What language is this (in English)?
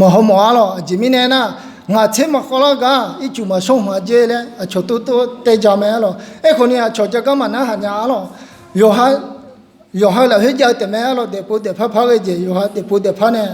Akha